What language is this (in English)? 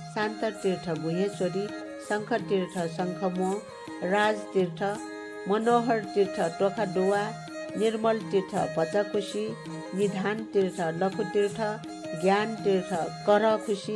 Newari